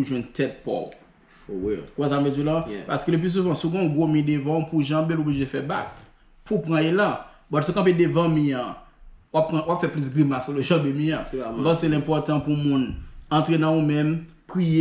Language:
Haitian Creole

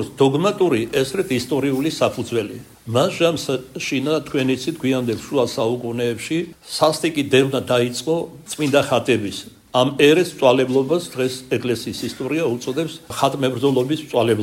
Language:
Georgian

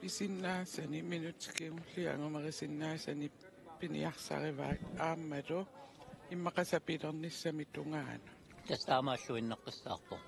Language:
Kalaallisut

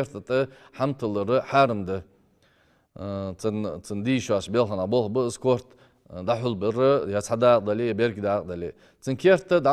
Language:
Ingush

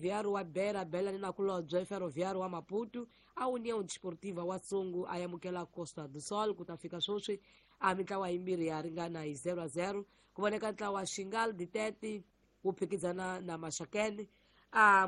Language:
Tsonga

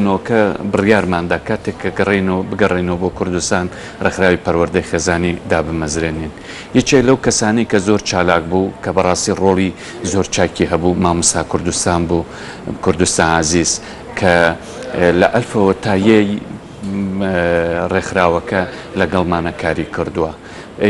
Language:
Central Kurdish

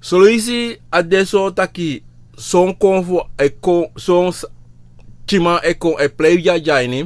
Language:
Sranan Tongo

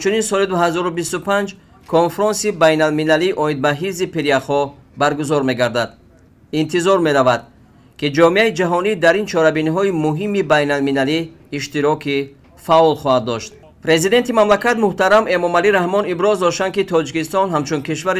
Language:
Tajik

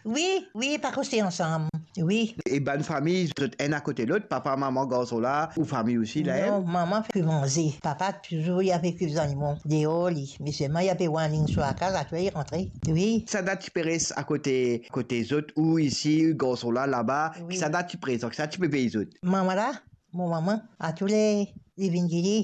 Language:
Morisyen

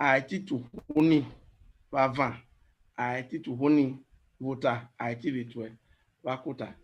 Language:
Bini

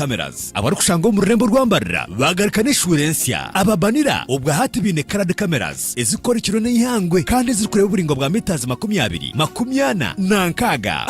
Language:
Nyankole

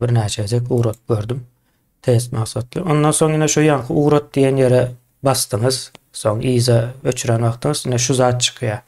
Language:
Turkmen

